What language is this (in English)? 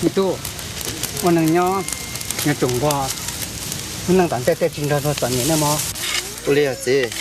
Hmong